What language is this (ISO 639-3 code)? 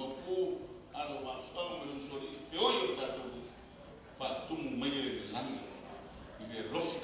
smo